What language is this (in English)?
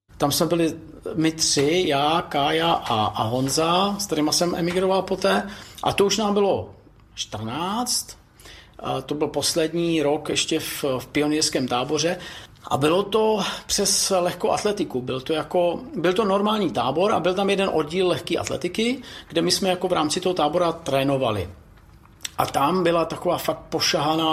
Czech